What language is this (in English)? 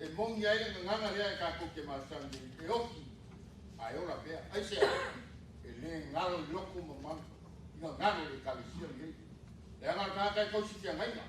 Samoan